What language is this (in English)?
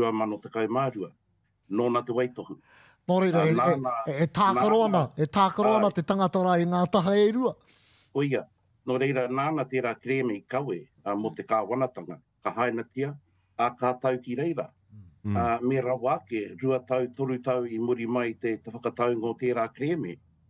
Māori